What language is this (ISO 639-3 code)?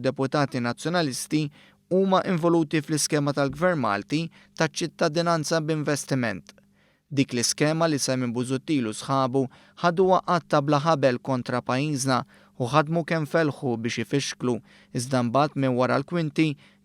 mlt